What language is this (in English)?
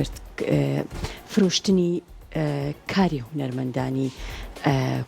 Central Kurdish